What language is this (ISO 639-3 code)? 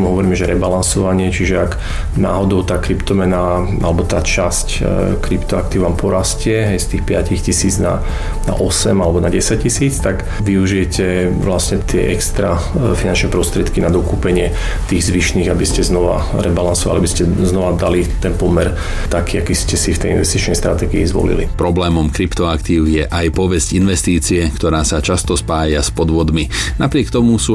slk